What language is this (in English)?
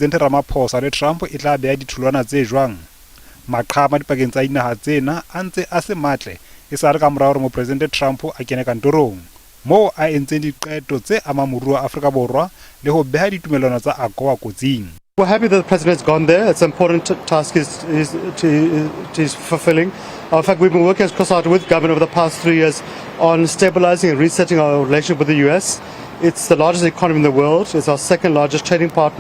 Southern Sotho